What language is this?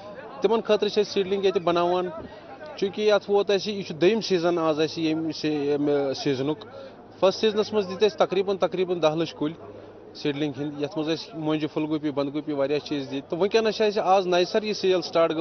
Kashmiri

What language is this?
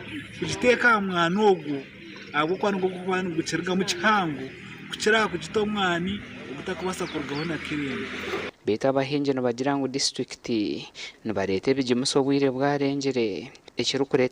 Nyankole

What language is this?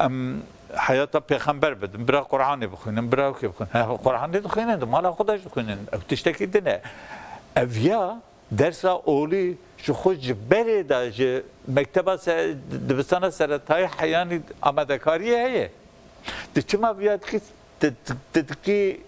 Kurdish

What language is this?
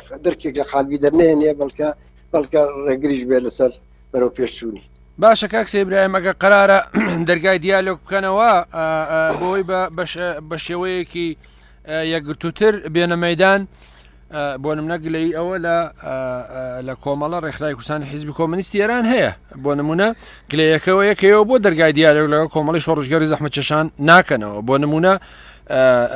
Central Kurdish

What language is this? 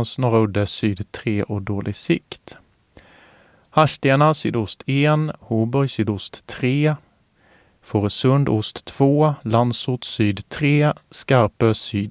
Swedish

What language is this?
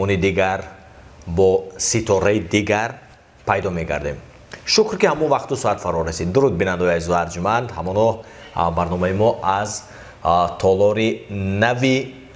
Tajik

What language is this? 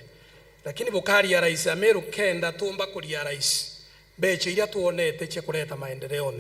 Meru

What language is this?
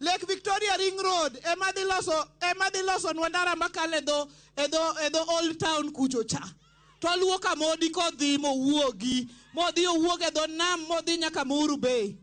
Luo (Kenya and Tanzania)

